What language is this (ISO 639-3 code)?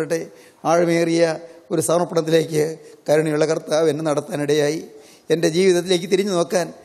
mal